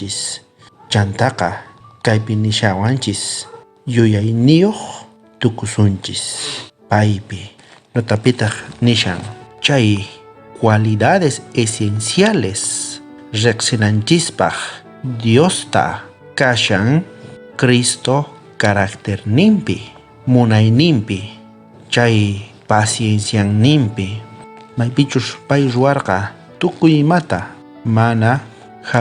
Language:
South Bolivian Quechua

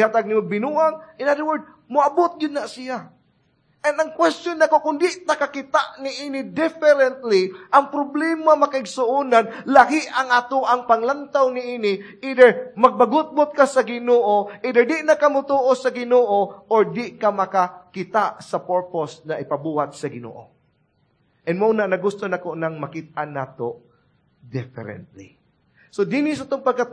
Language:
Cebuano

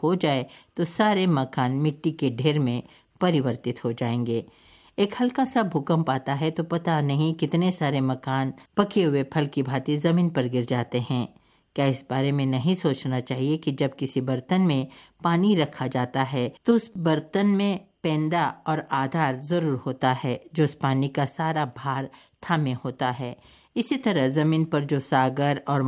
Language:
Hindi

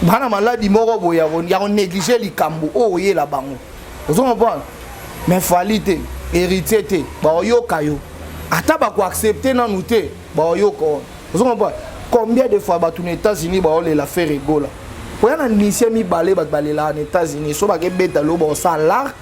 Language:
Lingala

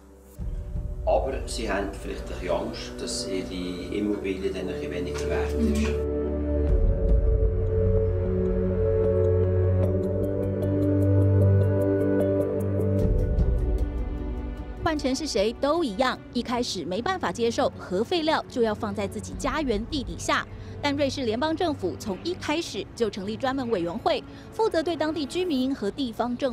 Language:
Chinese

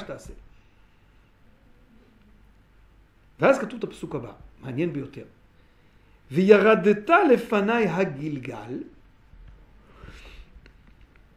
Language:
Hebrew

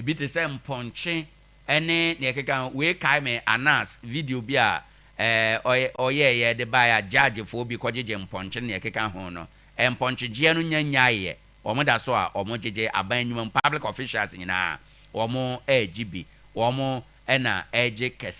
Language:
Akan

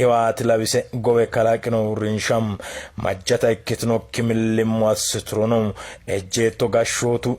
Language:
Sidamo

